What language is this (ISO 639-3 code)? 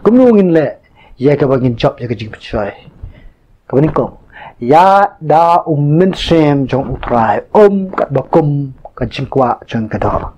kha